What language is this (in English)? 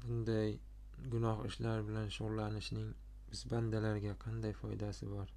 Uzbek